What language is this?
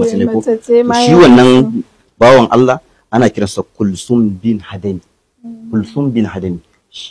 Hausa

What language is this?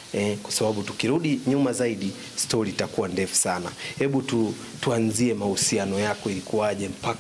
Swahili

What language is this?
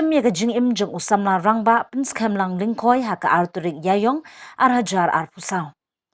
Khasi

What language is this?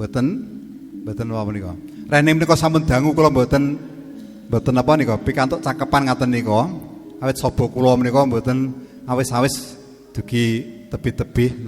Javanese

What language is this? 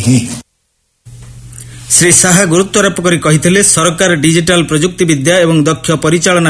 Odia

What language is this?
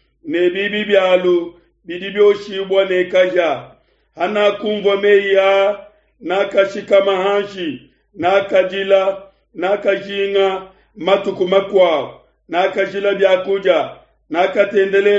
Luba-Lulua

